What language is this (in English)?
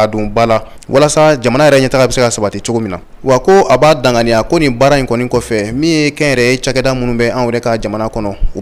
Bambara